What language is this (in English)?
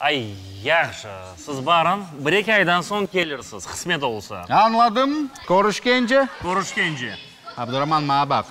Crimean Tatar